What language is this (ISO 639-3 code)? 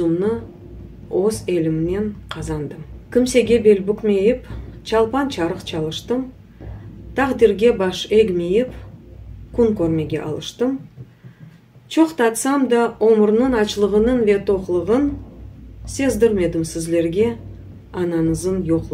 crh